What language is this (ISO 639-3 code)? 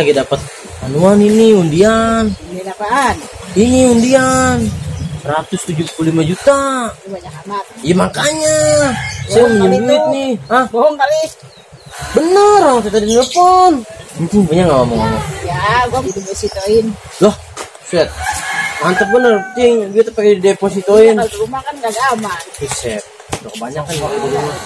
bew